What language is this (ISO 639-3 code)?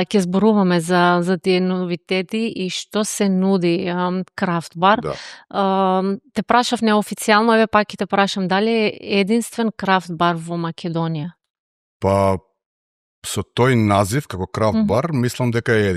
mkd